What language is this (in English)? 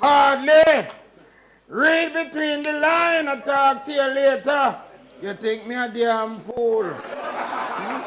Jamaican Creole English